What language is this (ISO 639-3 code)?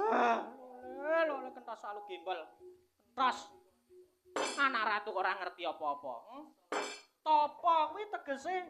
jav